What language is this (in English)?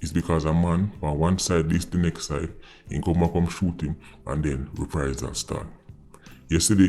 Jamaican Creole English